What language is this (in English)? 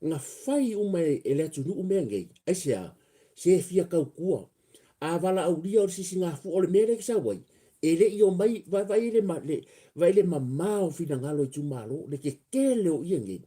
Samoan